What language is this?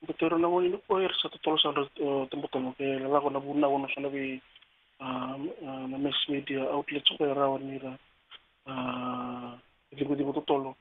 Fijian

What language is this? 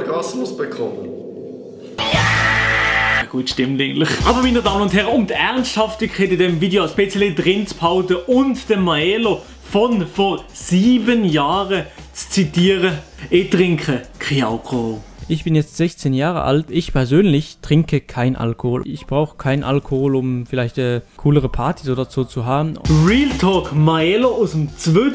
Swiss German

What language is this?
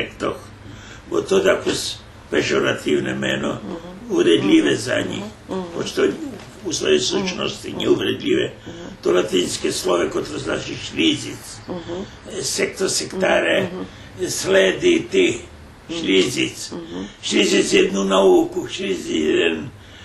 Rusyn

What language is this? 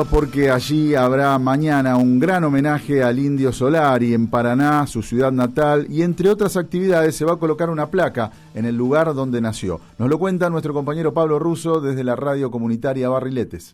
Spanish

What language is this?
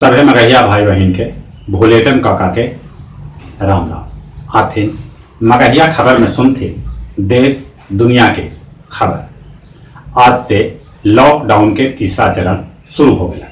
Magahi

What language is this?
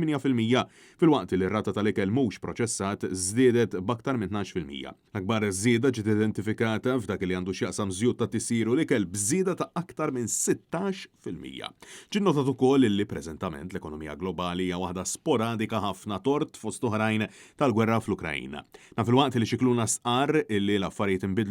Maltese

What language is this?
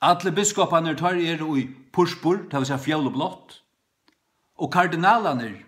Faroese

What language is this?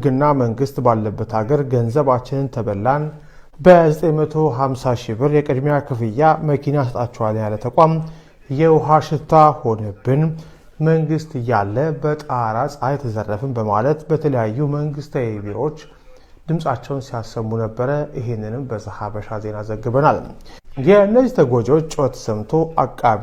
Amharic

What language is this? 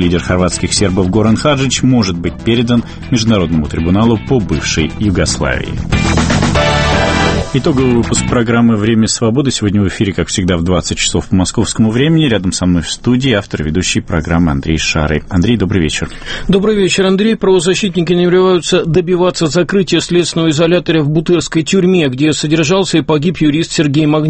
Russian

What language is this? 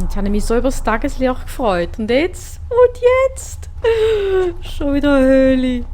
Swiss German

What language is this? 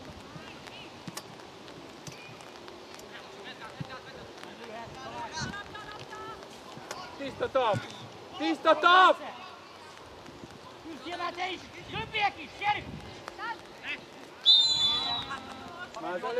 Hungarian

